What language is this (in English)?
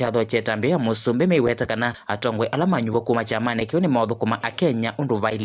Kamba